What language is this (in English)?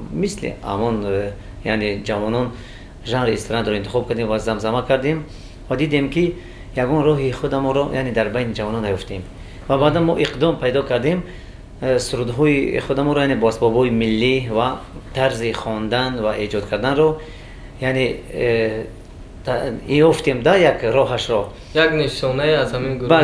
Tajik